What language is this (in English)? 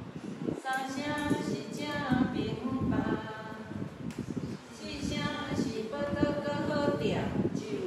Min Nan Chinese